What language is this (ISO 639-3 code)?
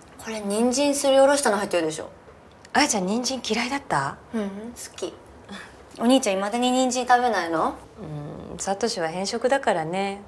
jpn